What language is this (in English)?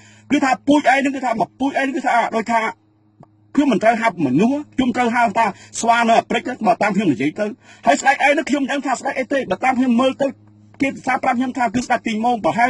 Khmer